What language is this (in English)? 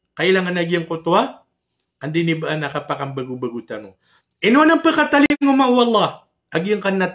Maranao